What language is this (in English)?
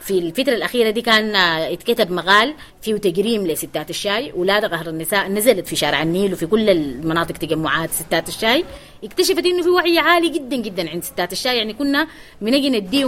Sudanese Arabic